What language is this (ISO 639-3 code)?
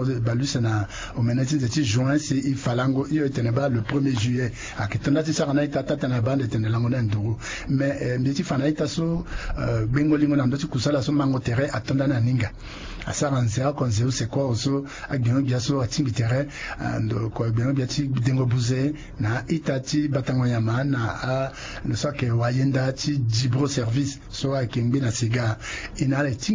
sag